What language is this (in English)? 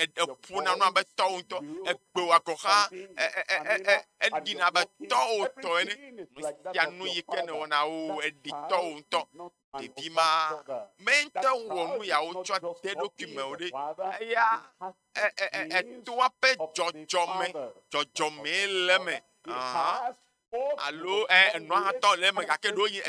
Ewe